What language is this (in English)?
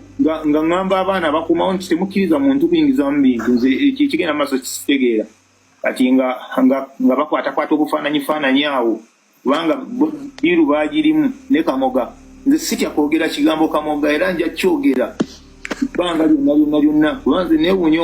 Ganda